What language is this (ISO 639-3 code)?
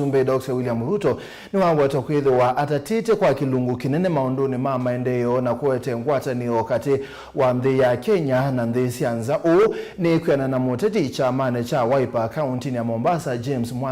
kam